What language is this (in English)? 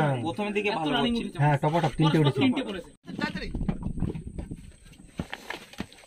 Bangla